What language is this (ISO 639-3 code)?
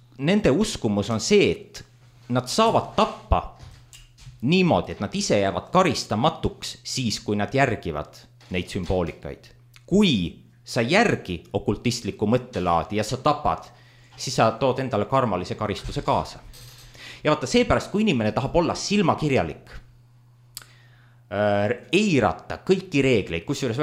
est